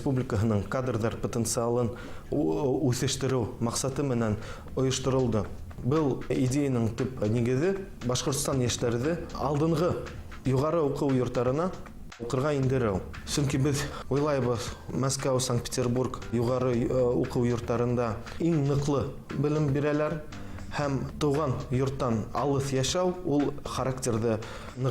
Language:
Bashkir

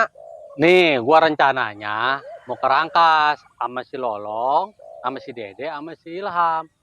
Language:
Betawi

